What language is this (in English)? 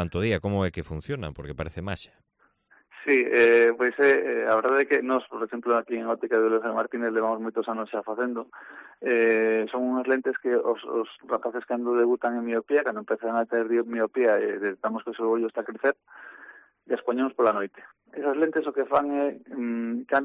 Galician